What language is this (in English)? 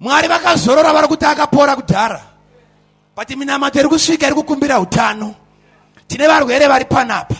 Shona